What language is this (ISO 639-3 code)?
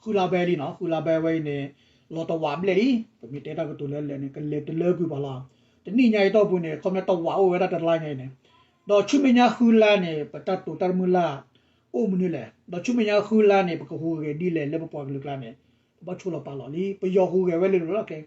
ksw